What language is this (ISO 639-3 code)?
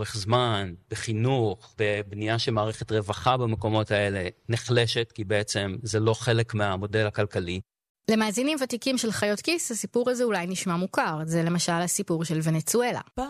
heb